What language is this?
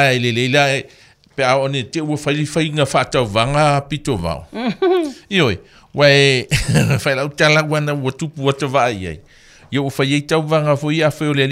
Samoan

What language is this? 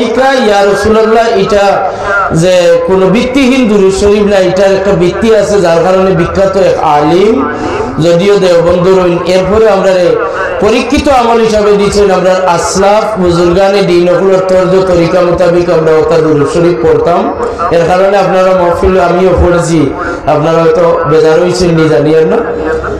Sylheti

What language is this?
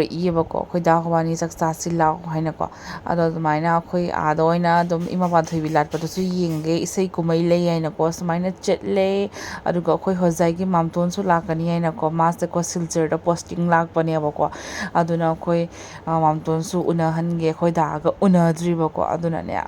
Manipuri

